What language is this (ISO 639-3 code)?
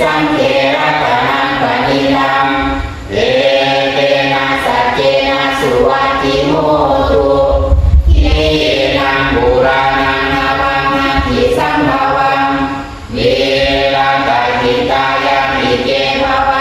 pli